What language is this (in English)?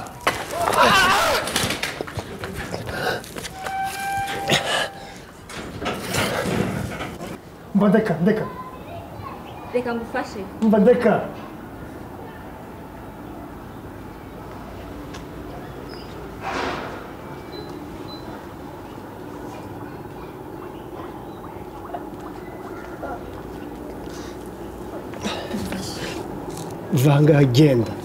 Kinyarwanda